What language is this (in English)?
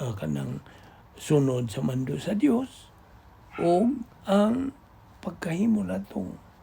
Cebuano